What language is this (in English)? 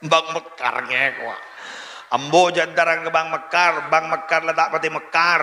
Madurese